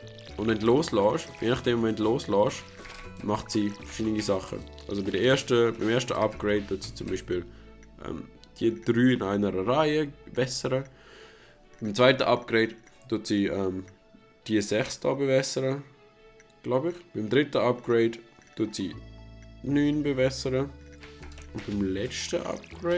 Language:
Swiss German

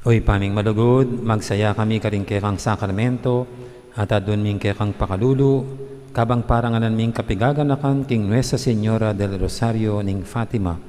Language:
Pampanga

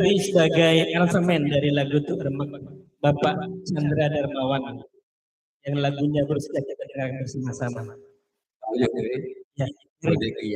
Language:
Madurese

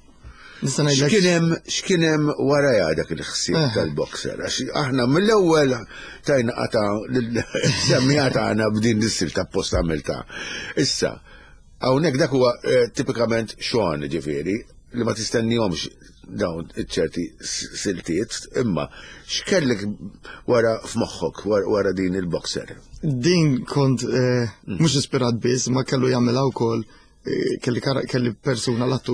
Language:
Maltese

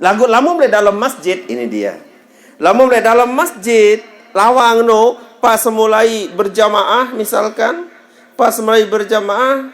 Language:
Sasak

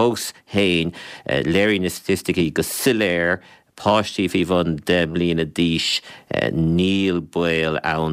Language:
Irish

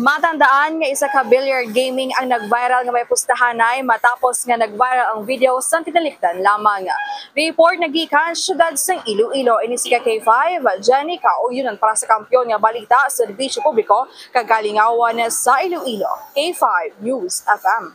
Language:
Hiligaynon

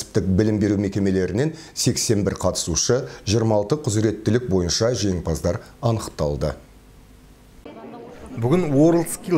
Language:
Kazakh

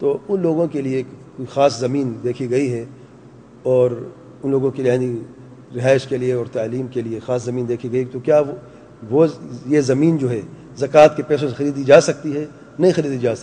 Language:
Urdu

